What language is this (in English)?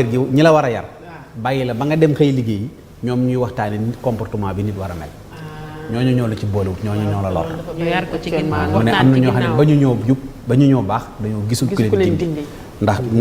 Wolof